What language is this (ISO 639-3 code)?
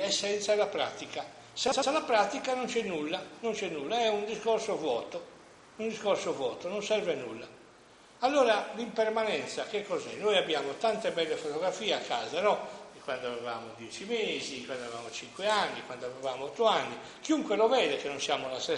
ita